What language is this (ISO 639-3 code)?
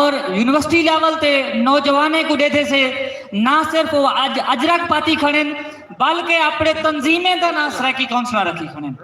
skr